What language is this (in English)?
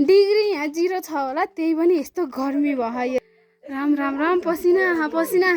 Nepali